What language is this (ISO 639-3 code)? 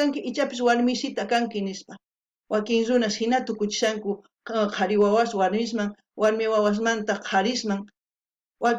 quh